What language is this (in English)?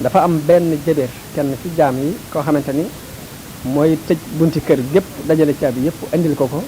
Wolof